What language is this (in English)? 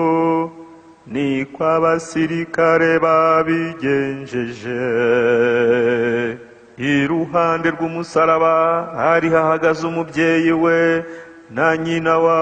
Kinyarwanda